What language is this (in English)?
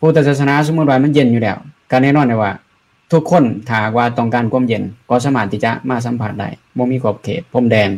Lao